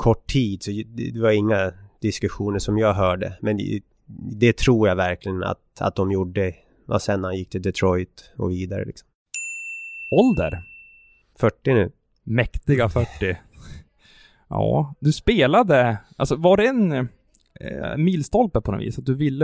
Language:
Swedish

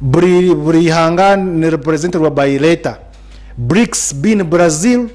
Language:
Nyankole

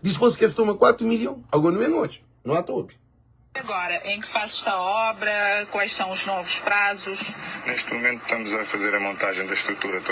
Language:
Kabuverdianu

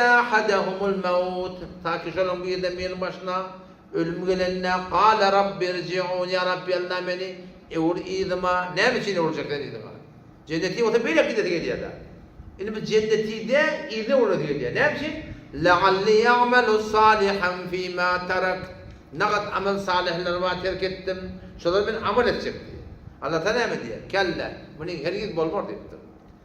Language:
Turkmen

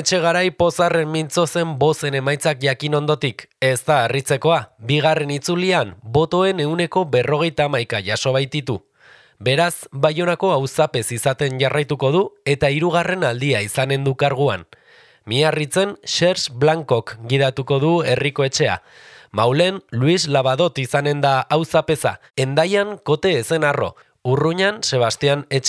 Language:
Basque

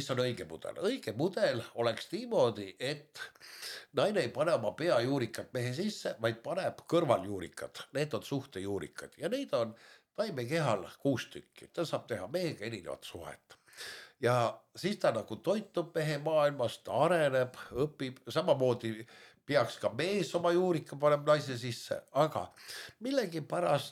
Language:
Estonian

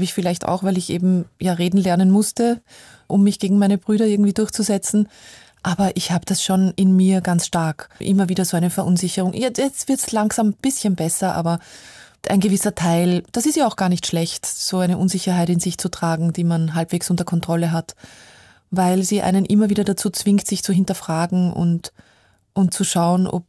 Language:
German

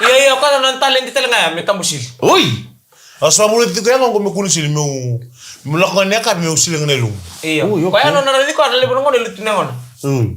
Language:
Fijian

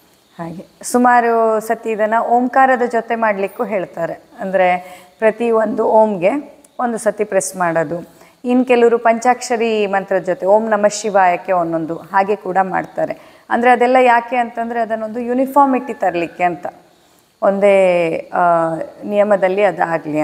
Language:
Kannada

